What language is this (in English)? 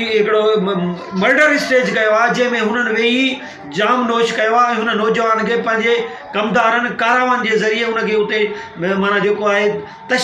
Sindhi